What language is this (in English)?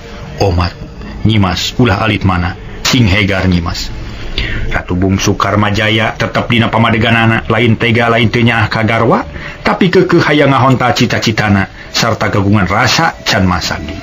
Sundanese